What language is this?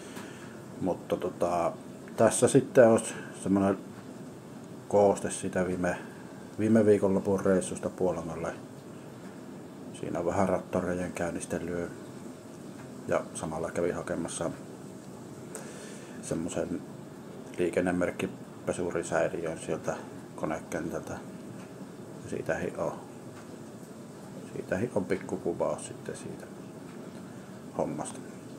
Finnish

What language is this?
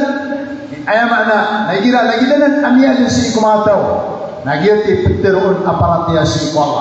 Maranao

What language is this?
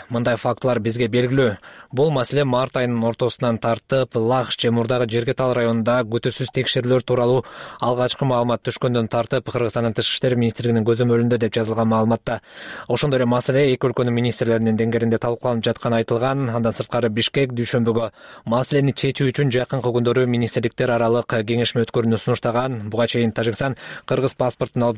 Kyrgyz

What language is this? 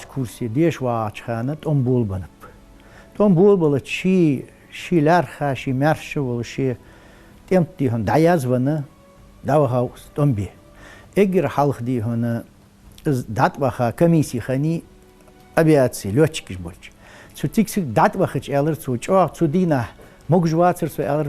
Ingush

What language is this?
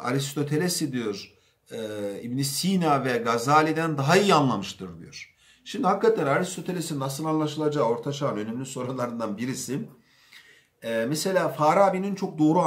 Turkish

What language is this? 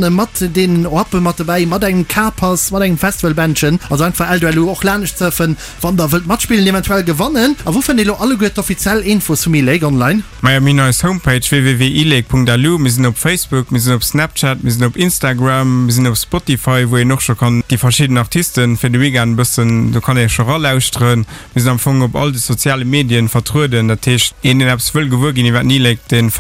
Luxembourgish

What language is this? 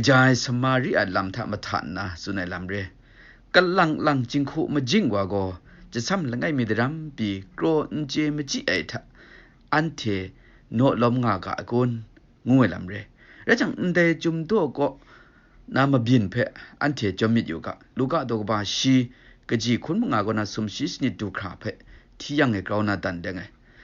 Kachin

